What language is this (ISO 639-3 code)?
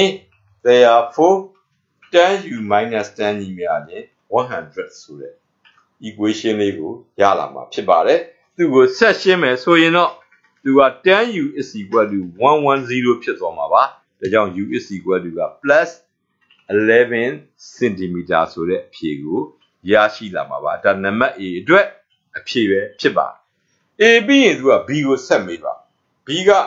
mya